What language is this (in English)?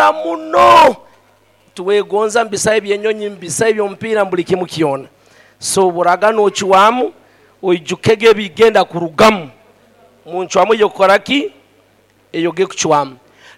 Nyoro